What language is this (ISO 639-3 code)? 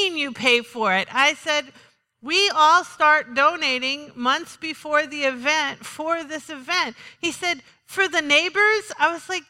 eng